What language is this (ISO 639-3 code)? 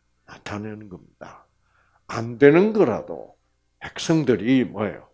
kor